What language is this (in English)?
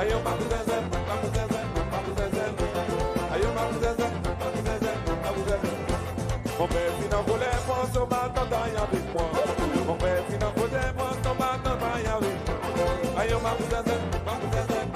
Seselwa Creole French